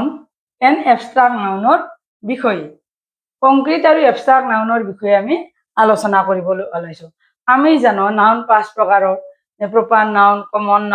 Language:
Assamese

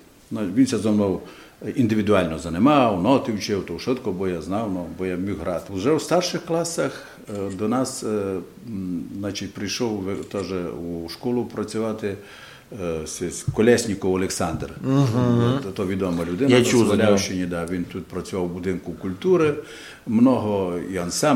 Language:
Rusyn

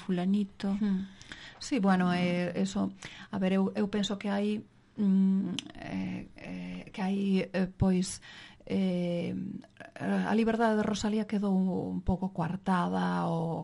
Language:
Galician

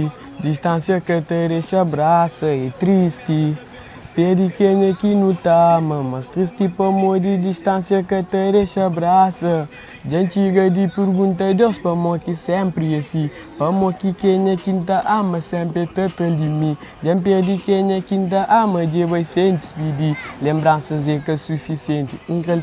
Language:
Kabuverdianu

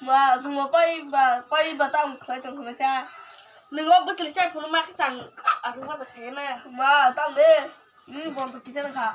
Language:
Kok Borok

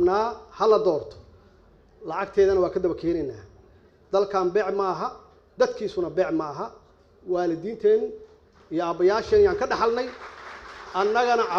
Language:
Somali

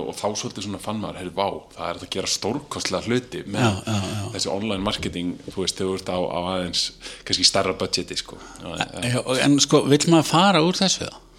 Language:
Icelandic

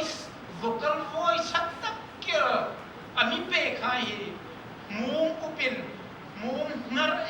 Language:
Hmar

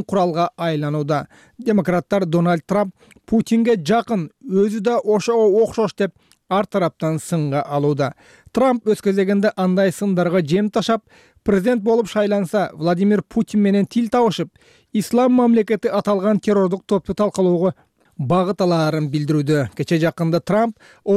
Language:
Kyrgyz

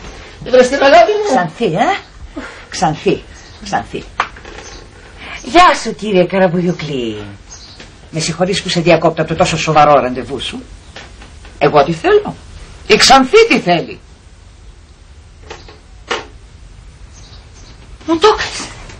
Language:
Greek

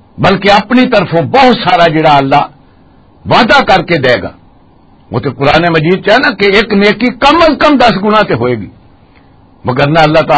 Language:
Western Panjabi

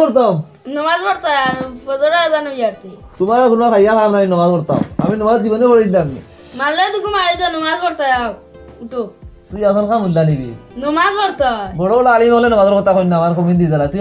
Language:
Sylheti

